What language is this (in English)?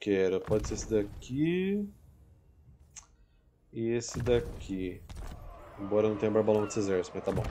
Portuguese